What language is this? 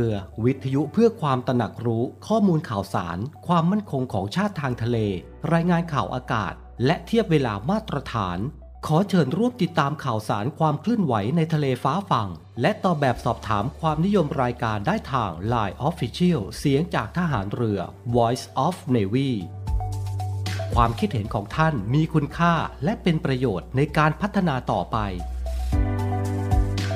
Thai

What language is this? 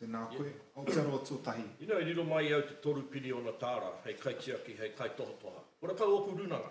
Māori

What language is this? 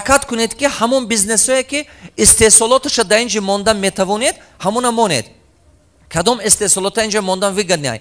Tajik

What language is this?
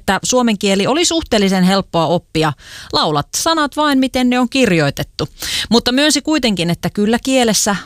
Finnish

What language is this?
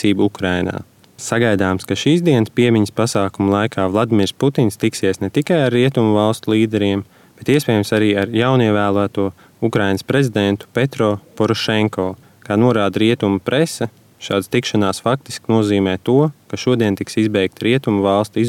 Latvian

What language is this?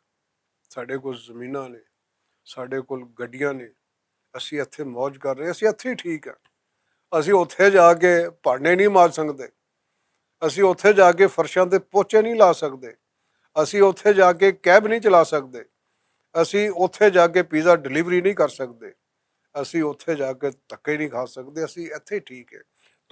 Western Panjabi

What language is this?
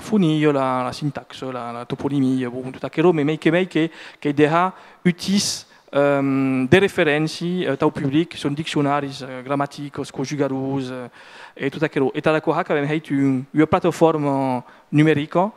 Occitan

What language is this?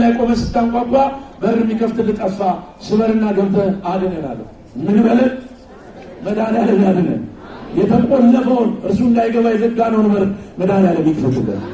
Amharic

